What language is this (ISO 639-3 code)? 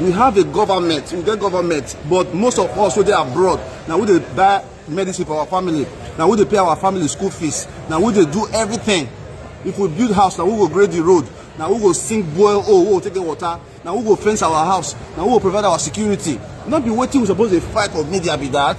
pcm